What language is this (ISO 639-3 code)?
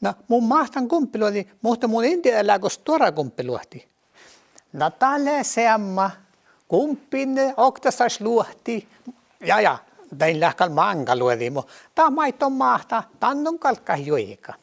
sme